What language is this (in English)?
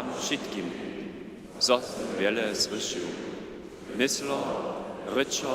Upper Sorbian